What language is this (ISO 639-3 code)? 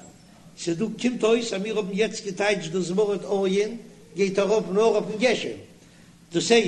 yid